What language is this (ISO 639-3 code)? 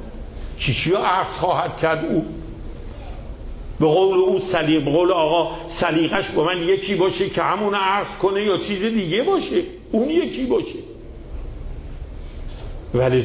fas